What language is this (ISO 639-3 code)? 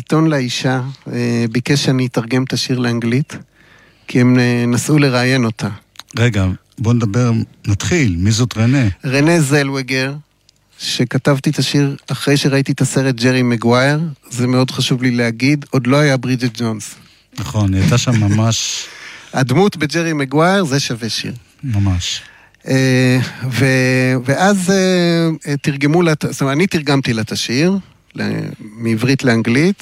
heb